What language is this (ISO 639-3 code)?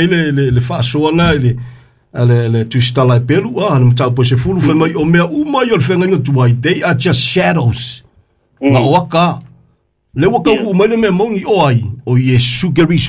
smo